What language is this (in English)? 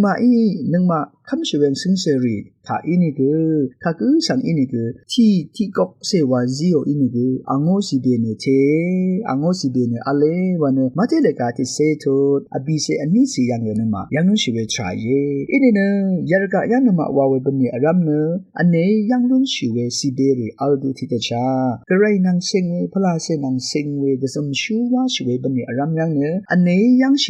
Rawang